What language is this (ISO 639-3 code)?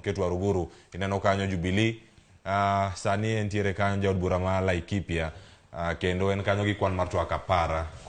luo